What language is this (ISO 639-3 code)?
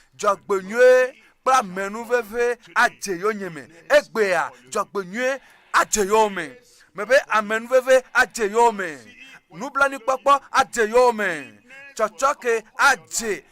ewe